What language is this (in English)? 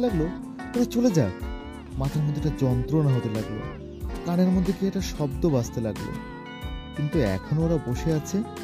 Bangla